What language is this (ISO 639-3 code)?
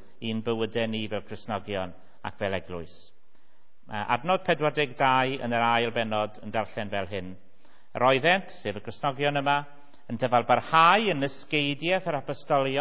cym